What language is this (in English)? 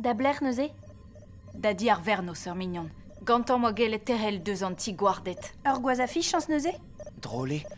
Breton